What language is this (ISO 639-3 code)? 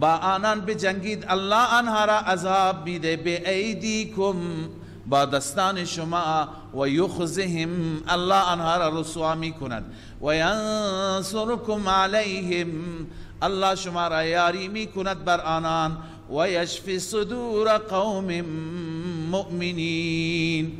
fas